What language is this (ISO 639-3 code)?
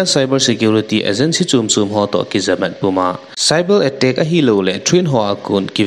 tcz